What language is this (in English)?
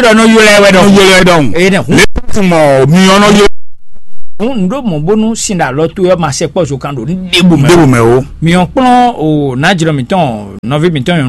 Fon